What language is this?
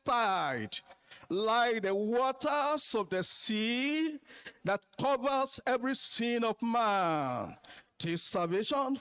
Ewe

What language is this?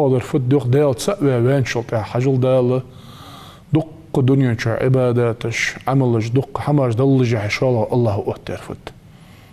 Ingush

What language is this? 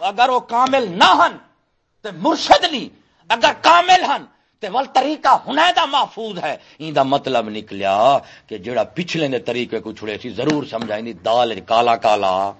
Saraiki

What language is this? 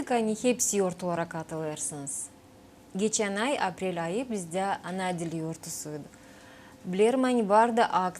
Gagauz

